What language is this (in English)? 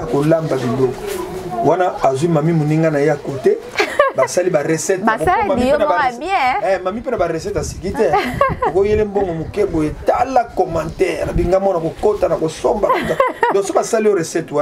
Lingala